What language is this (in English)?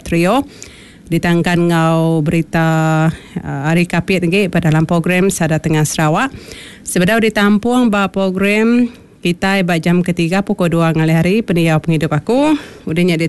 Iban